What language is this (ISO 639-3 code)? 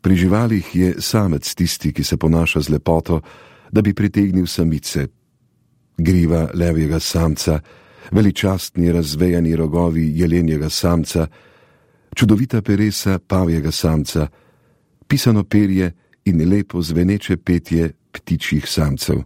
slv